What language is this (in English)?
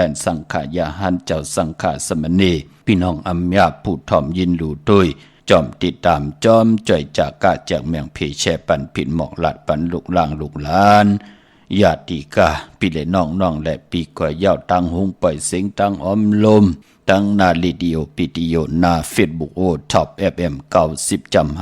Shan